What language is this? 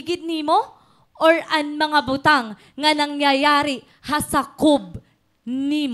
Waray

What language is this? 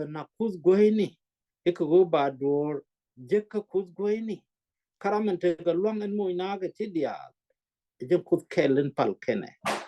Nuer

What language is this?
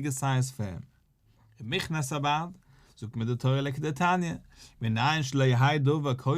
Yiddish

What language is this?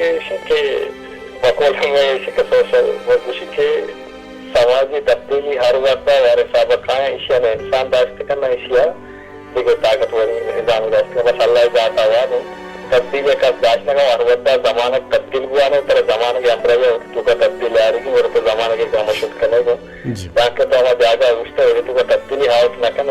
Baluchi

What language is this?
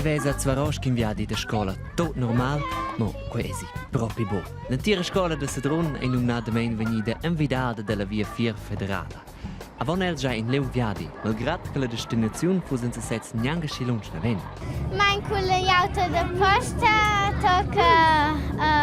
Romansh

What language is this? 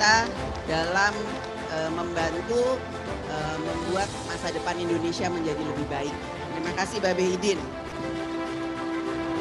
Indonesian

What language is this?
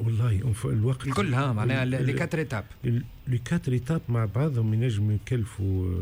Tunisian Arabic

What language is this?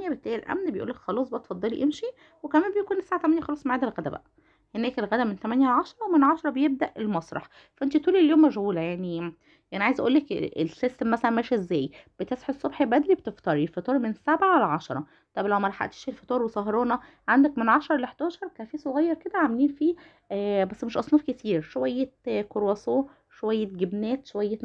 Egyptian Arabic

